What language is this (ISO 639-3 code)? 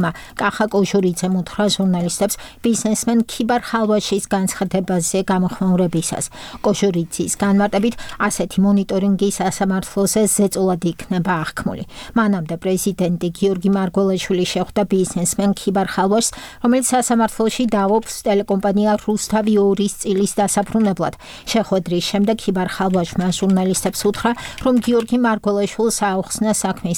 kat